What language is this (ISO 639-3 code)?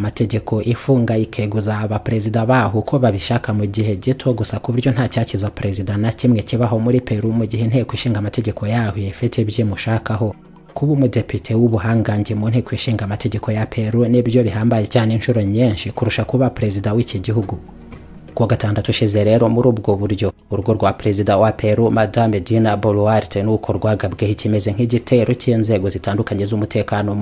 kin